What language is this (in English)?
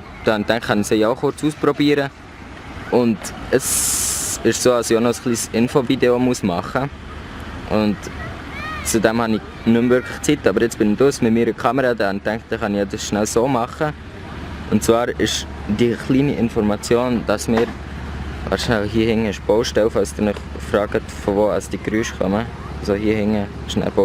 Swiss German